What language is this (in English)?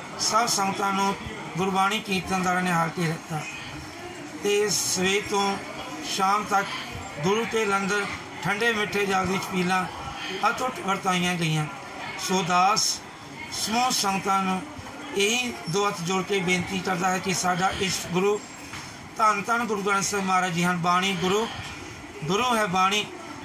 Punjabi